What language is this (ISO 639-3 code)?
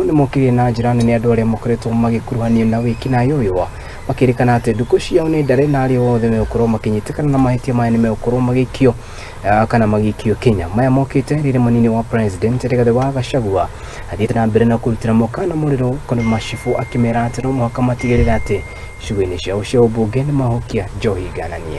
kik